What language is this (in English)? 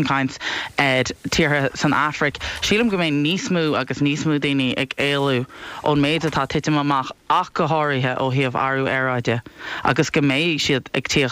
Irish